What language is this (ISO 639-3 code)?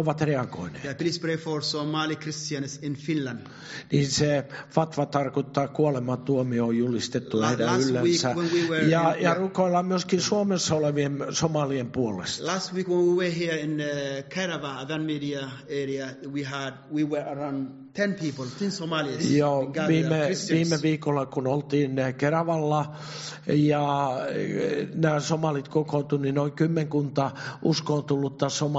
fin